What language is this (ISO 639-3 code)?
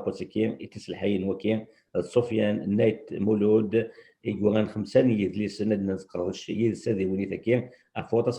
kab